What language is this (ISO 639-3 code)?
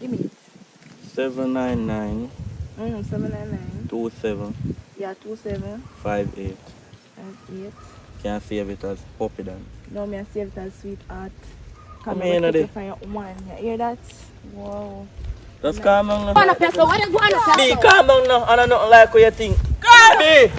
jam